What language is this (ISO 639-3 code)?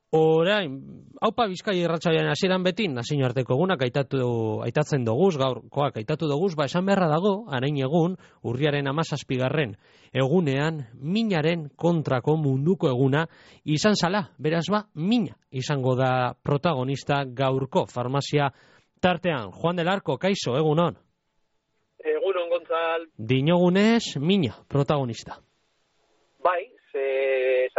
eus